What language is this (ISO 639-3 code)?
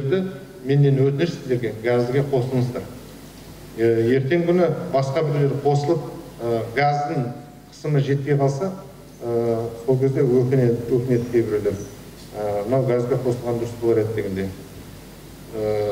kaz